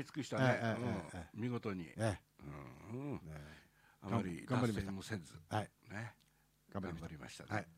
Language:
Japanese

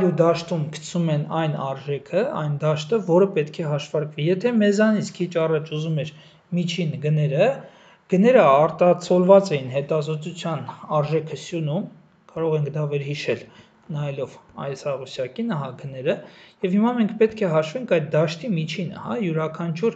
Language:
Armenian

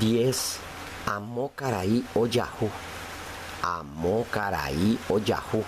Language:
Guarani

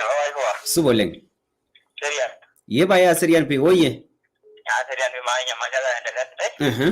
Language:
Masai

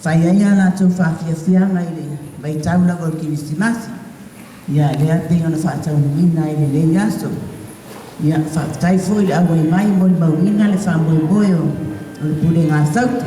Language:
Samoan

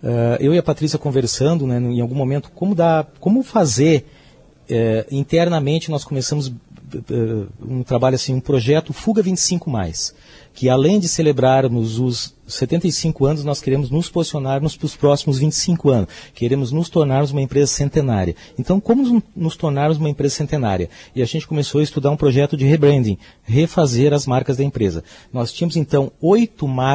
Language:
Portuguese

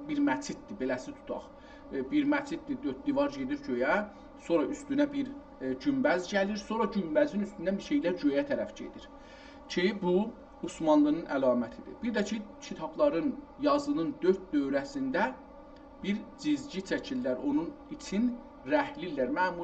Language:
South Azerbaijani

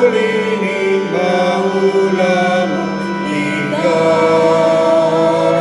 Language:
Pampanga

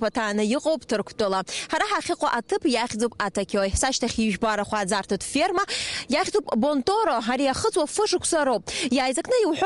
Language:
Abkhazian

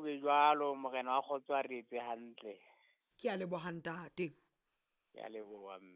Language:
Southern Sotho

